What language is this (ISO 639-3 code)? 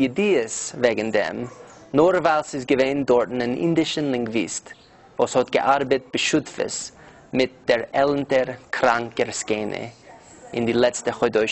yid